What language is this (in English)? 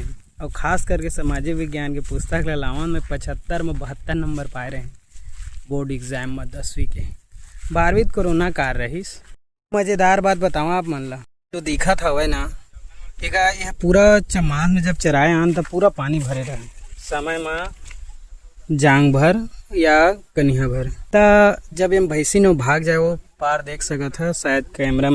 Chhattisgarhi